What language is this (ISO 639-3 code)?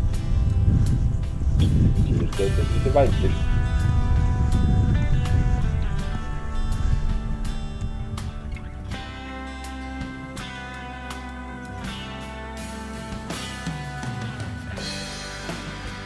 deu